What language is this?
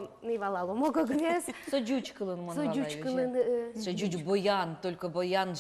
Udmurt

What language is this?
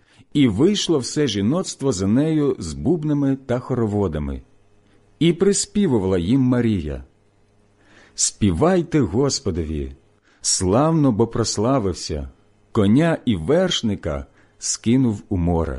Ukrainian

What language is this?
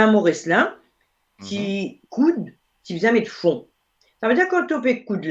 Morisyen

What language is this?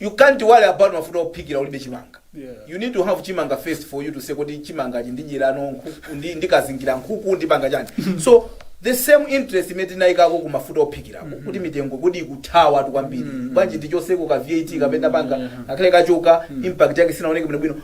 Nyanja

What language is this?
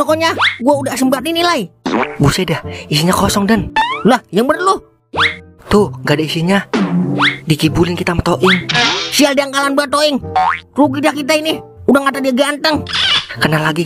Betawi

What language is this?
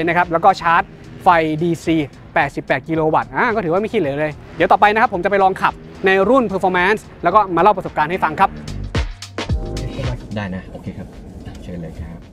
Thai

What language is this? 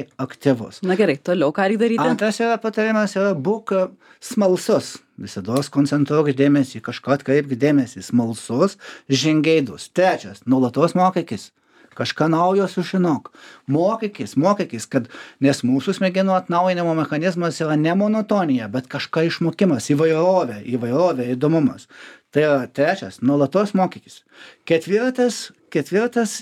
Lithuanian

